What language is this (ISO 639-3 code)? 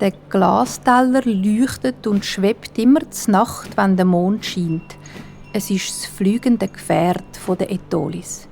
gsw